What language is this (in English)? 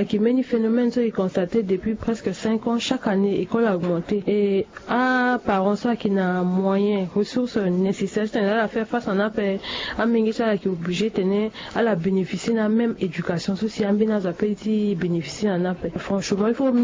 Sango